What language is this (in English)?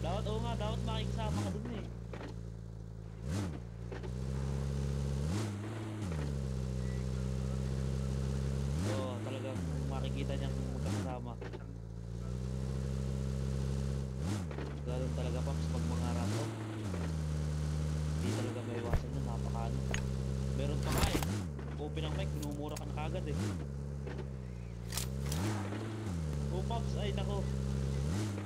Filipino